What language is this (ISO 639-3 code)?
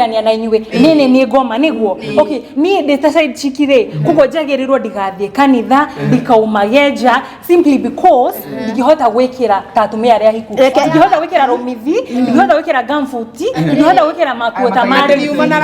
kik